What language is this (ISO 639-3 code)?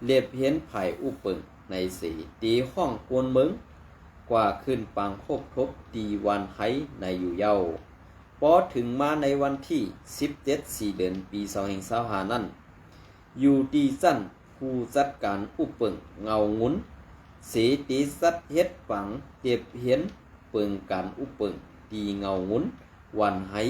shn